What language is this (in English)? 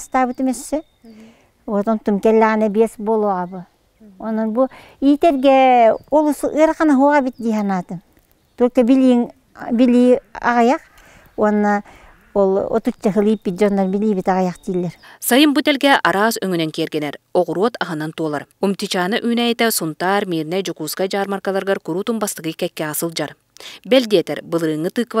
Yakut